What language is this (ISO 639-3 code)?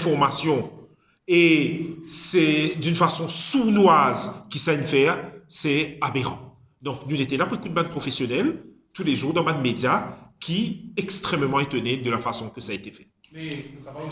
mfe